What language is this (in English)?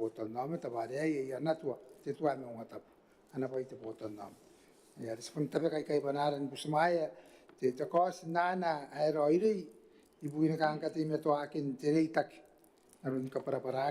Gilbertese